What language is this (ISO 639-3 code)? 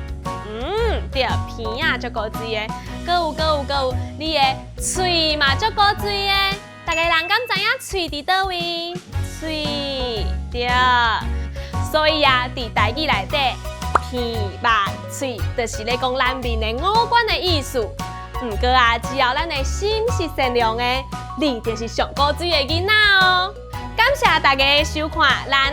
nan